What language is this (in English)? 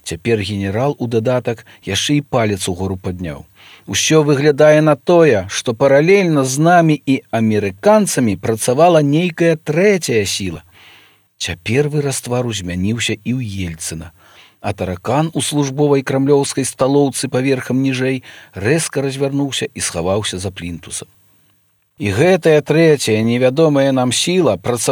Belarusian